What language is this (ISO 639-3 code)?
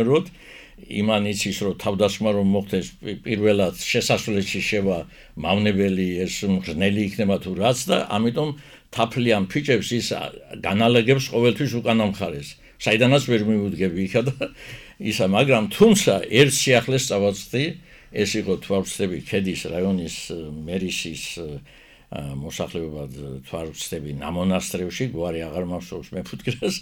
kat